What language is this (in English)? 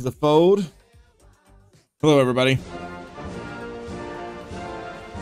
English